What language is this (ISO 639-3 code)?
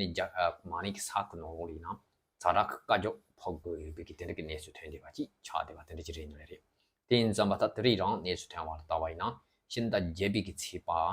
bod